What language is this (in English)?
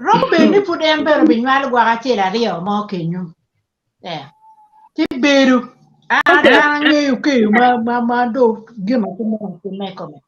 Acoli